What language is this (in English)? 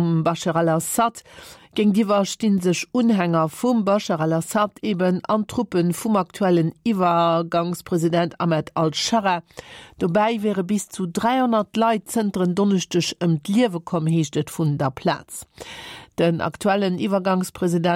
Luxembourgish